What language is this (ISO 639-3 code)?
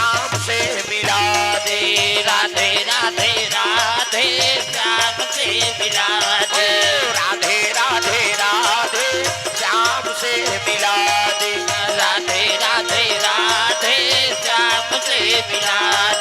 hne